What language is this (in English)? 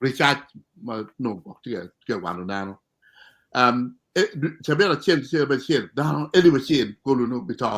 Acoli